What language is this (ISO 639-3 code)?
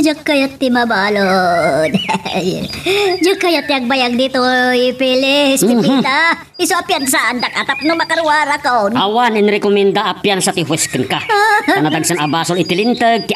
ilo